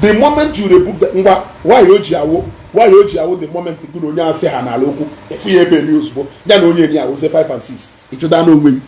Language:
Igbo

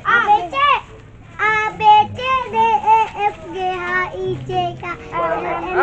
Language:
Betawi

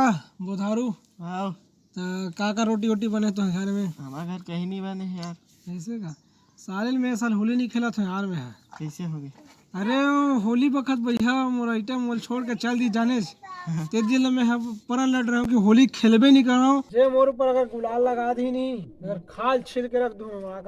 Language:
Chhattisgarhi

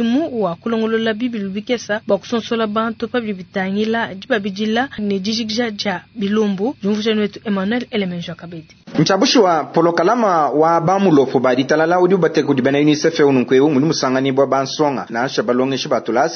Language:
Luba-Lulua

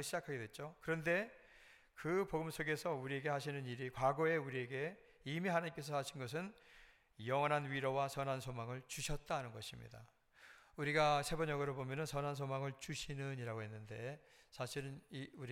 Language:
Korean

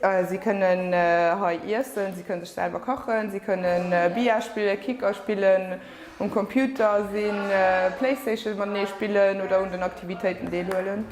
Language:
Luxembourgish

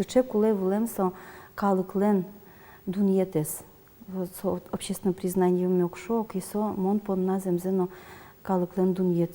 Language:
Udmurt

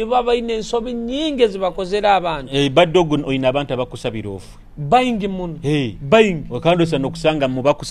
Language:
Nyoro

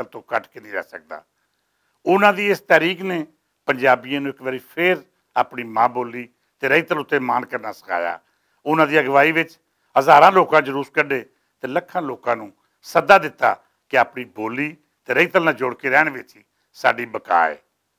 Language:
Western Panjabi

